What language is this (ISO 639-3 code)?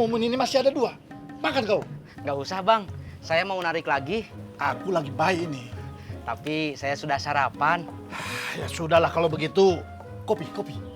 bew